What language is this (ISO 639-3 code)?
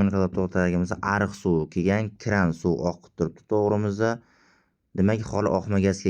uzb